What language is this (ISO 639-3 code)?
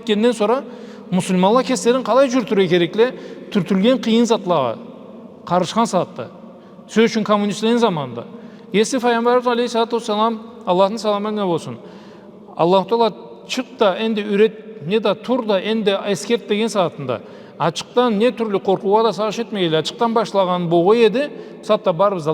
krc